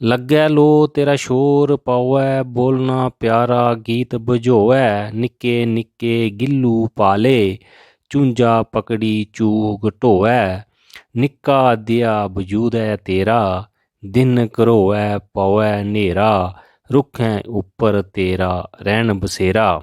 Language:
Dogri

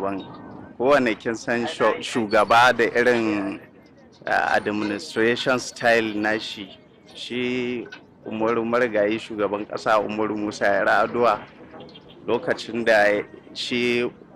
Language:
Hausa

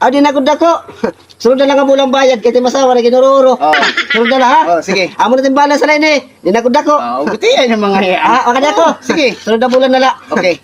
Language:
Waray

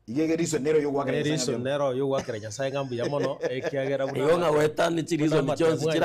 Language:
Gusii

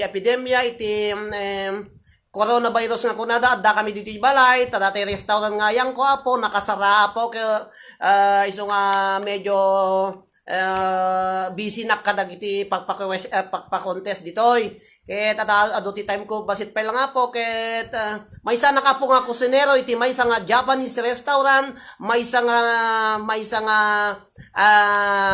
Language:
Iloko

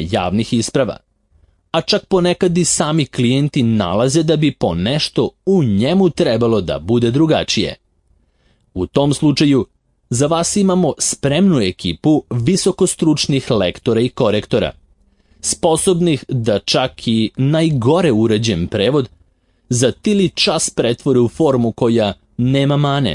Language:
Serbian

